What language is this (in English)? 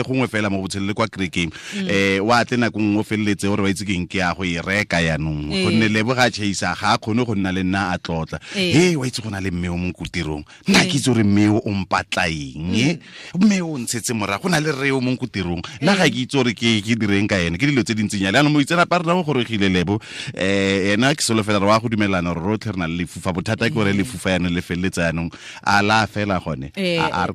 Tswana